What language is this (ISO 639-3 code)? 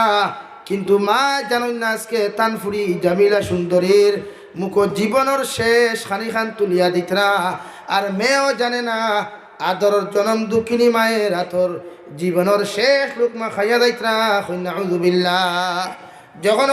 syl